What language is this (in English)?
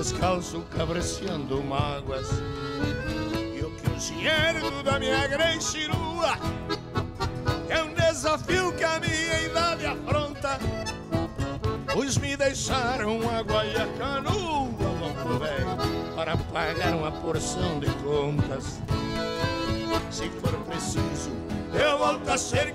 Portuguese